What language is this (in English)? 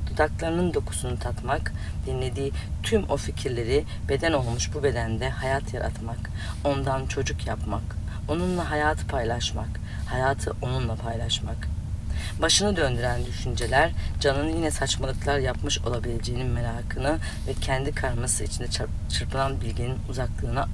Turkish